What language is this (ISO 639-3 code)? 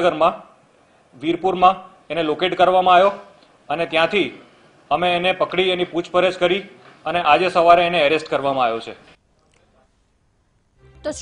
guj